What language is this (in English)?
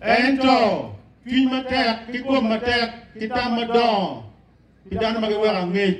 Acoli